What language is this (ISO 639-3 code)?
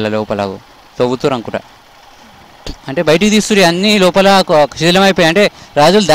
tel